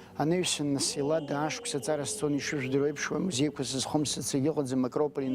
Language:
Abkhazian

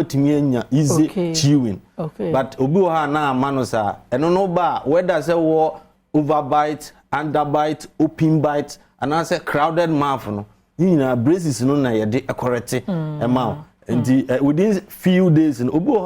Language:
Akan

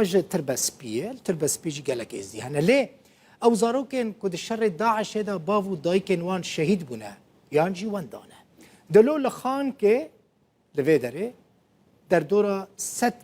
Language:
Kurdish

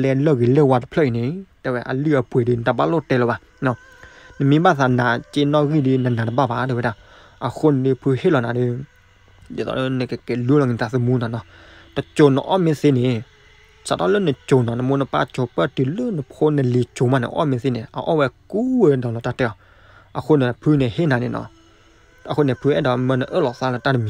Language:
S'gaw Karen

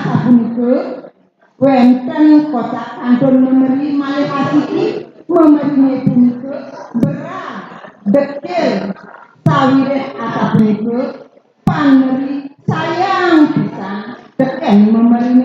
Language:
Balinese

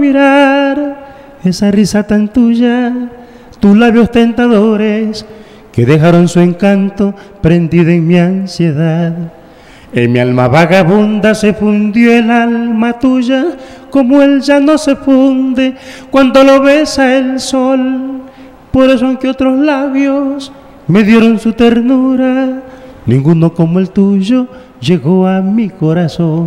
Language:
Spanish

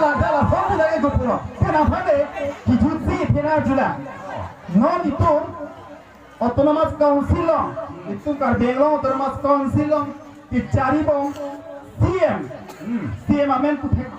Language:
Karbi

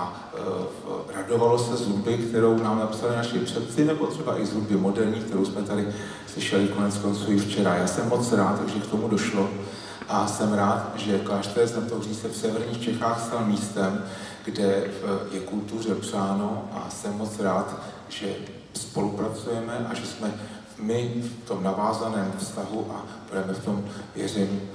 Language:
Czech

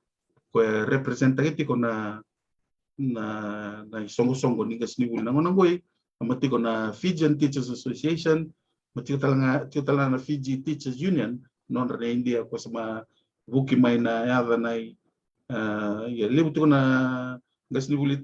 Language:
Fijian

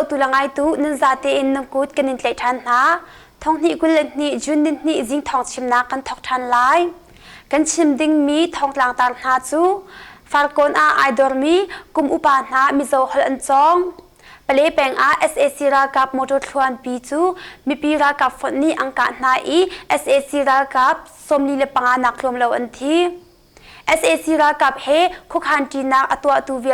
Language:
Hakha Chin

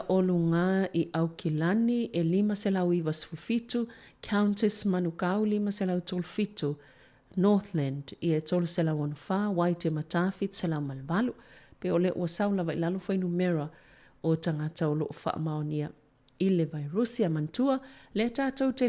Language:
Samoan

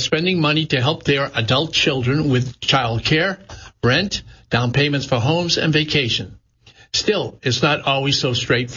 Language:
English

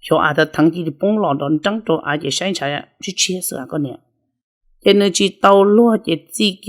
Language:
Hmong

